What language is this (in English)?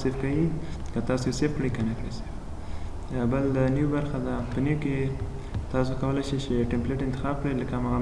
Pashto